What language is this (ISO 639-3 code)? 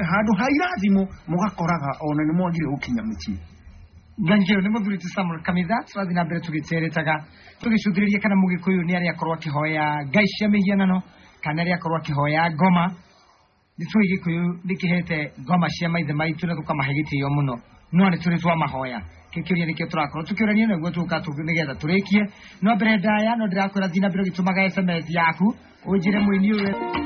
kik